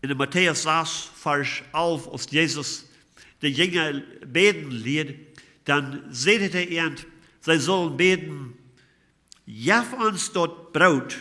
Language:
Plautdietsch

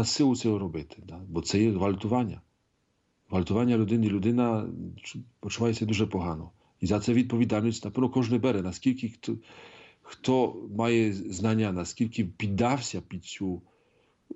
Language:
Ukrainian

